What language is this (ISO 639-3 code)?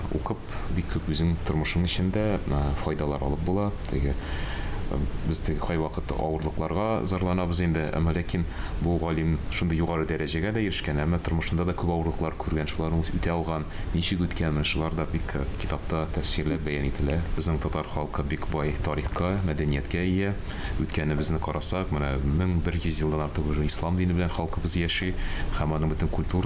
tat